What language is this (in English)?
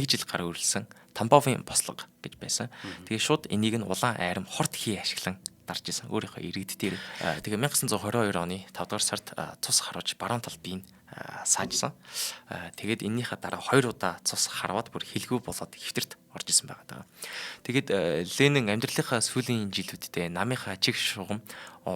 Mongolian